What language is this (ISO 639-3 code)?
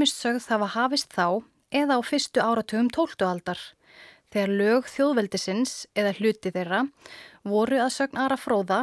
isl